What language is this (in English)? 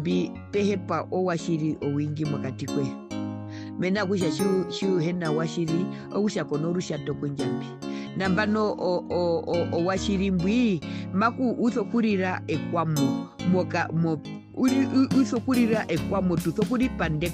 Herero